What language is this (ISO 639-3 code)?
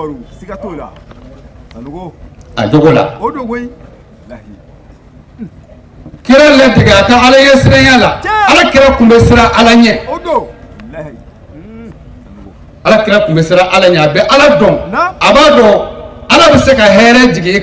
bam